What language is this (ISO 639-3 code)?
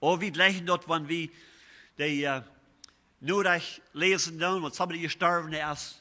pdt